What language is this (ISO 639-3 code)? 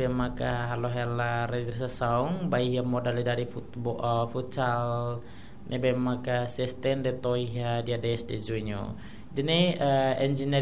tet